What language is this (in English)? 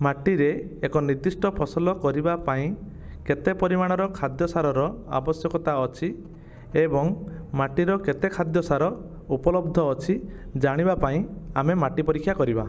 Odia